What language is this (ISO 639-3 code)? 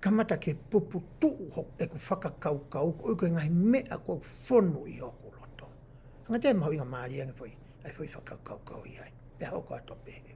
ton